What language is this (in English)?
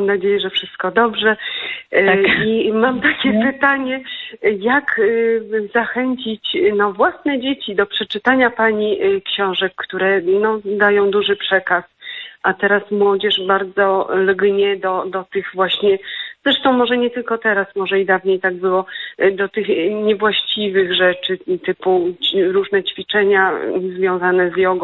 Polish